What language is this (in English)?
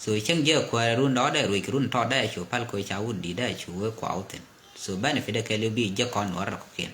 Nuer